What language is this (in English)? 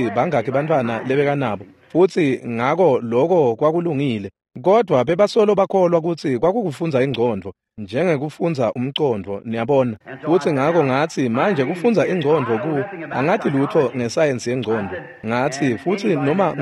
Swati